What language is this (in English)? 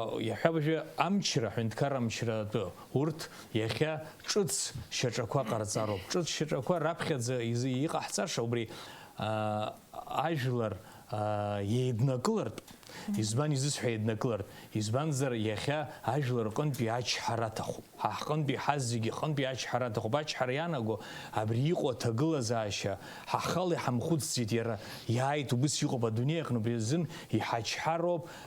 Abkhazian